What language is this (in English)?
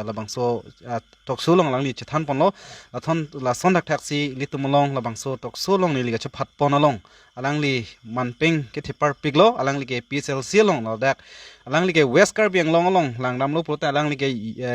Karbi